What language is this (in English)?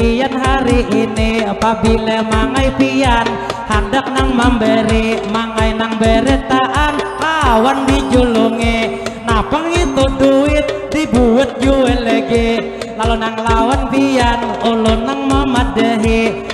Banjar